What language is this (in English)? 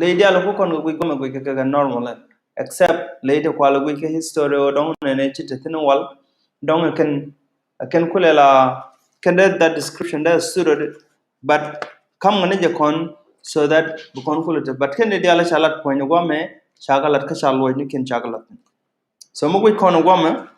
Nuer